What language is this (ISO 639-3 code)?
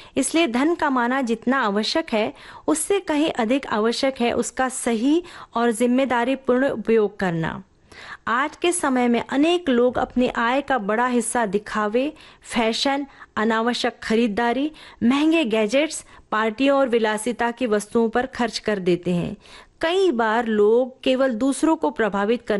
hin